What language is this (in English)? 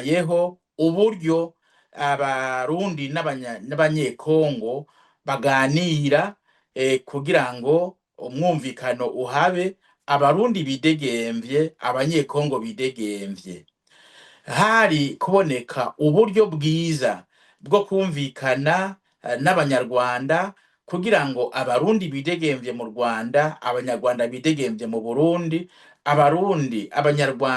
Rundi